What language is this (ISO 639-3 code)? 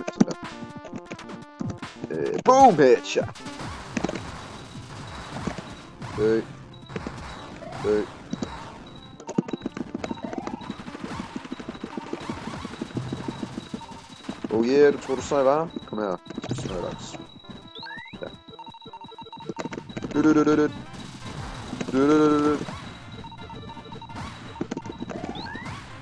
dan